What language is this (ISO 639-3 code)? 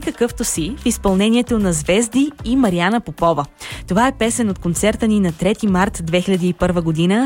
bul